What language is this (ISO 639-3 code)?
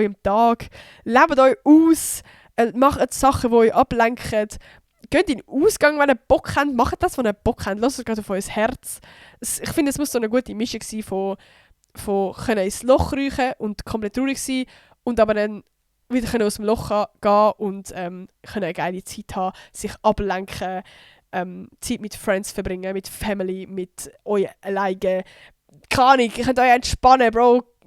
gsw